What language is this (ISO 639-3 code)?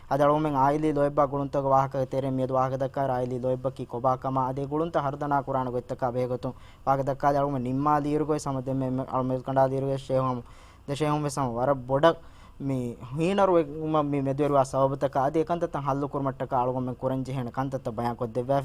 div